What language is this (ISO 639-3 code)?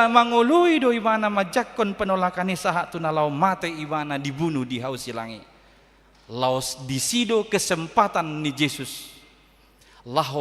bbc